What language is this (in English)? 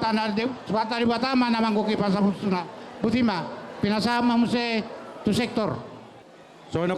Batak Toba